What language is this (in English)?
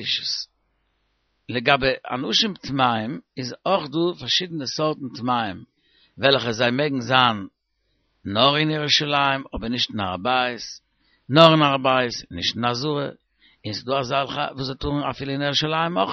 Yiddish